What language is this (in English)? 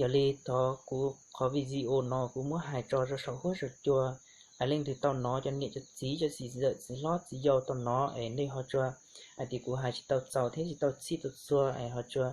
Hmong